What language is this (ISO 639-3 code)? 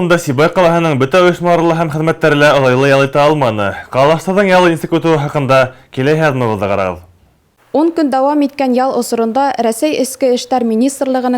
bak